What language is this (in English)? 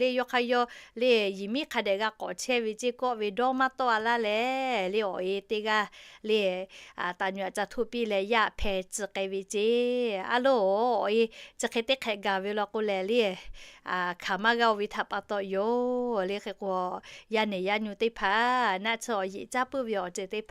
Lahu